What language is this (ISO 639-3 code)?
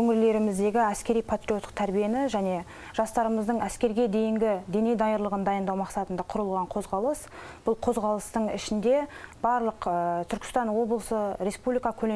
kaz